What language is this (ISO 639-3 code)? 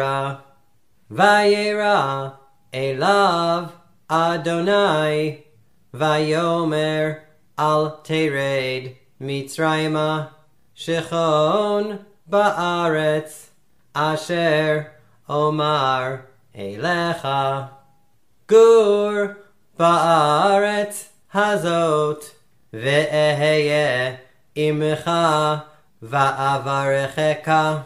heb